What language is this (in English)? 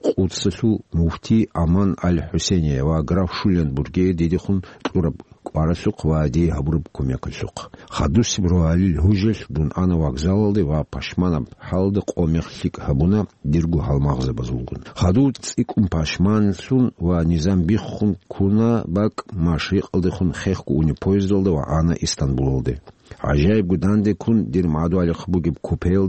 Avaric